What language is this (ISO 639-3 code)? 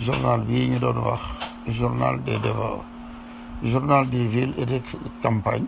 wol